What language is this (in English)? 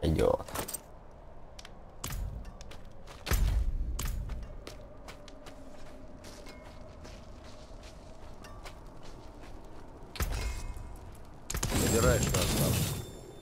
Russian